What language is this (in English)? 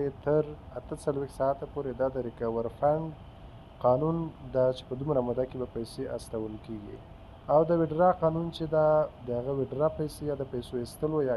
Pashto